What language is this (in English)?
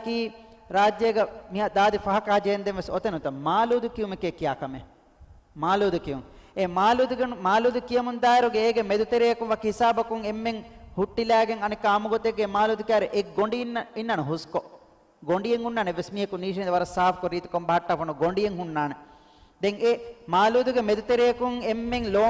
Divehi